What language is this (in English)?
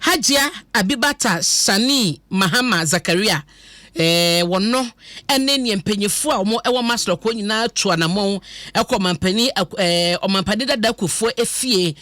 Akan